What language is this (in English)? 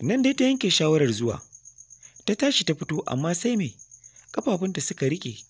Hausa